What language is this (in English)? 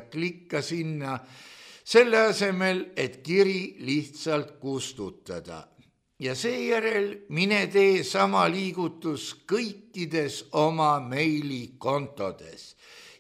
Estonian